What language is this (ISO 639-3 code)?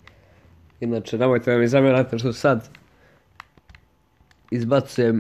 hrv